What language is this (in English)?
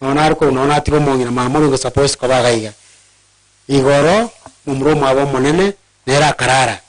Gusii